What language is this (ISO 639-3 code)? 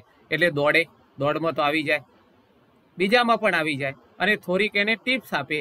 guj